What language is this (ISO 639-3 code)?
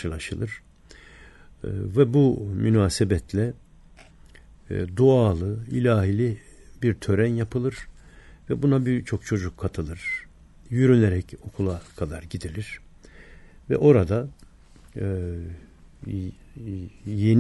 tur